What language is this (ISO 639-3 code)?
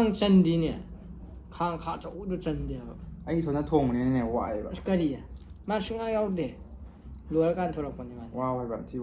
mni